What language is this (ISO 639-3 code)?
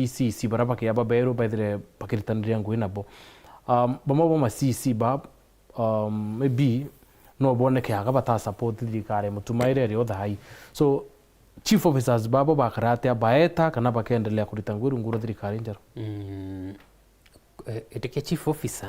mer